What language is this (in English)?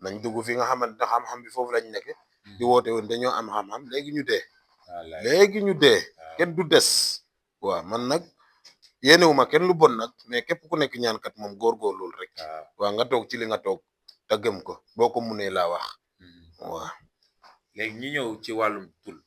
Wolof